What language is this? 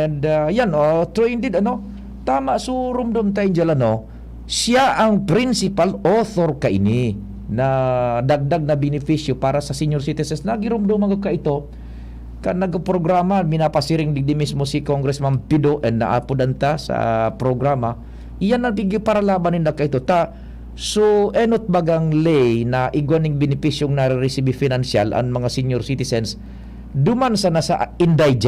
Bikol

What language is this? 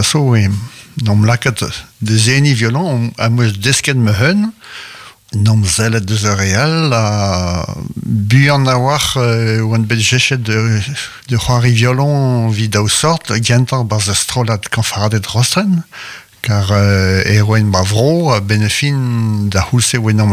Breton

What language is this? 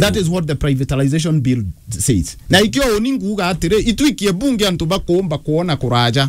Meru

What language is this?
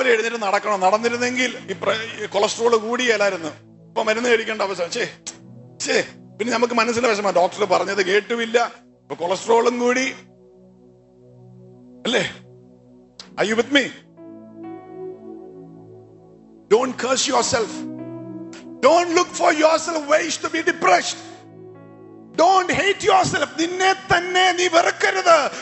Malayalam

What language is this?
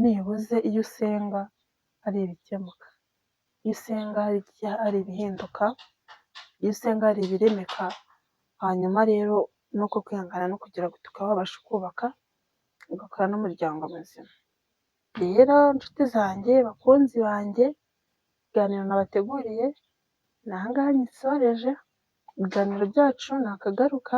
Kinyarwanda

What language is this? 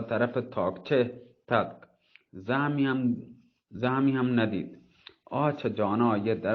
Baluchi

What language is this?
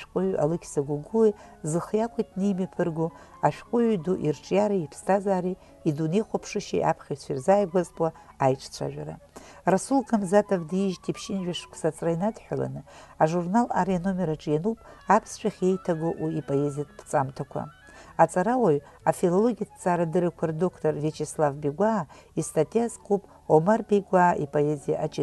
Abkhazian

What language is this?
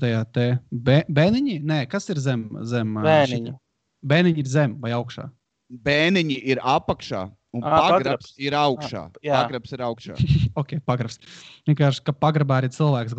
Latvian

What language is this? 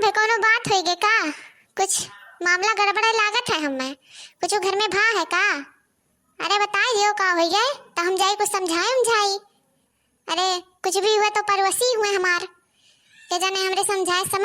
Awadhi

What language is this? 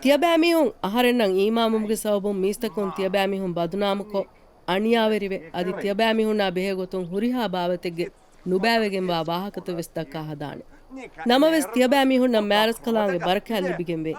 Divehi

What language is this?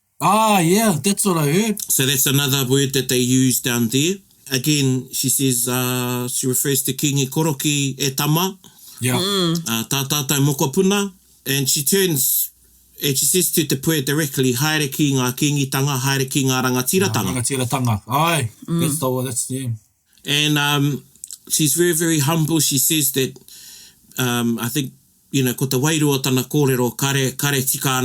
Māori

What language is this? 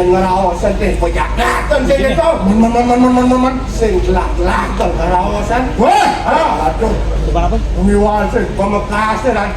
Balinese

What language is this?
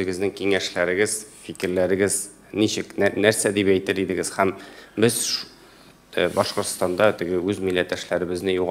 Tatar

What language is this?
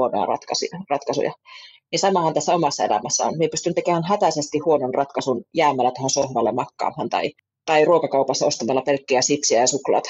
Finnish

